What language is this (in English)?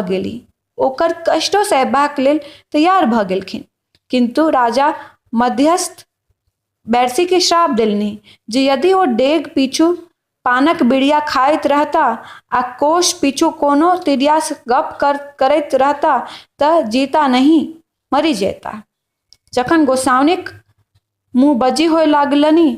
Maithili